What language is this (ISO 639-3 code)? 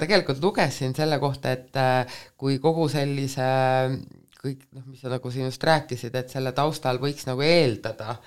est